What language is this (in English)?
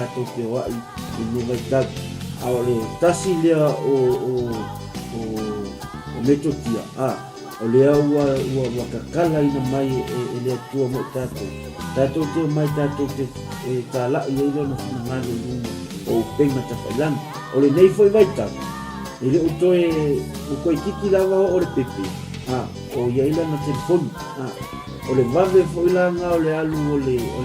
Samoan